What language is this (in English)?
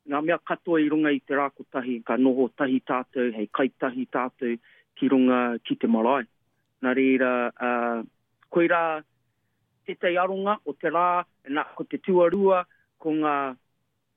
Māori